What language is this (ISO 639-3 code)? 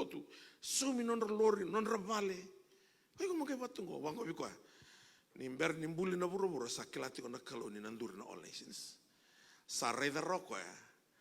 fij